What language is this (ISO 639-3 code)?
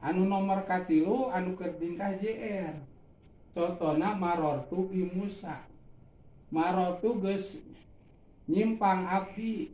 sun